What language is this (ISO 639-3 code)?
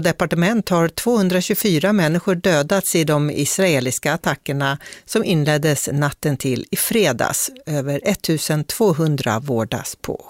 swe